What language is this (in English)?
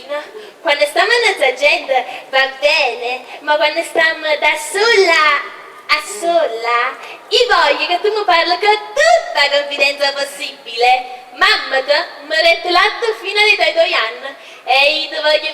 Neapolitan